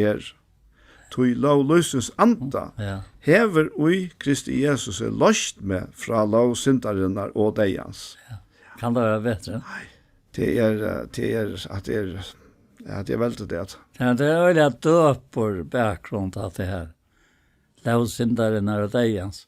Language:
Faroese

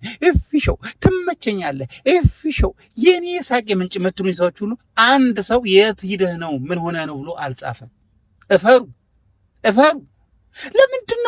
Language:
Amharic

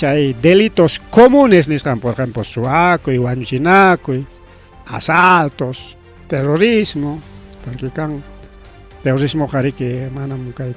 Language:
Ayacucho Quechua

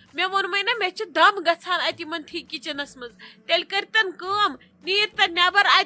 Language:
Kashmiri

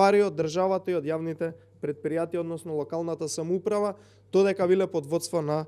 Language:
Macedonian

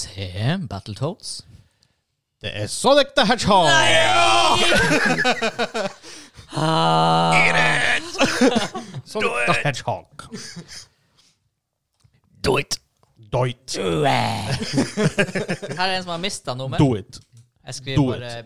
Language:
Norwegian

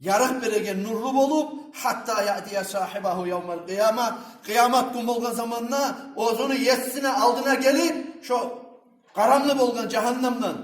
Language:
Kumyk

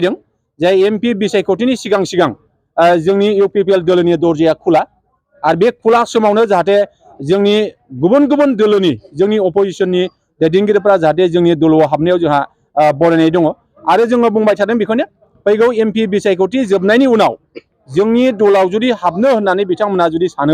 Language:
Bodo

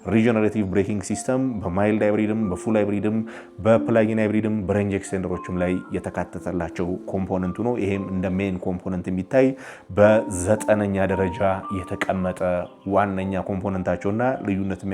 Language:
Amharic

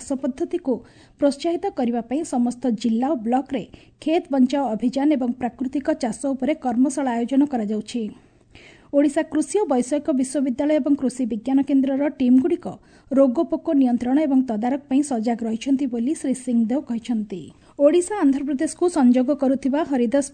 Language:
Odia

